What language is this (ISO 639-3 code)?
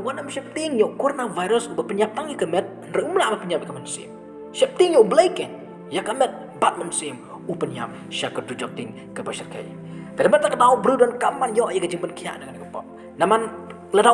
kha